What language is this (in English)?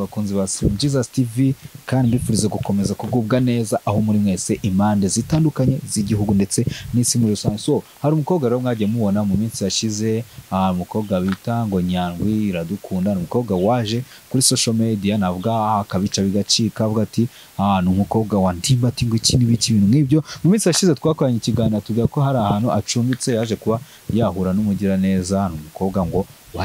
Kinyarwanda